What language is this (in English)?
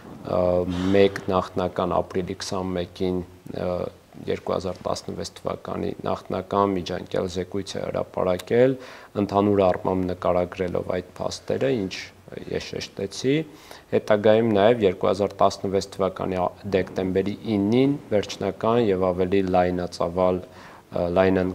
Armenian